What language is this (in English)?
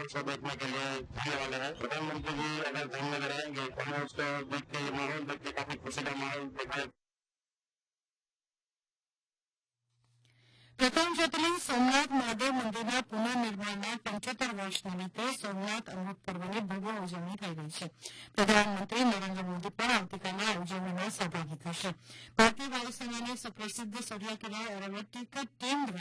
Gujarati